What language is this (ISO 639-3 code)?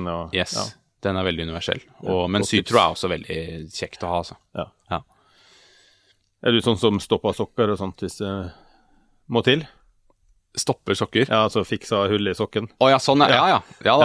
nor